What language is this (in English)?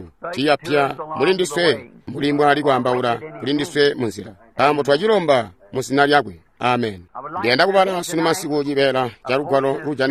Tonga (Zambia)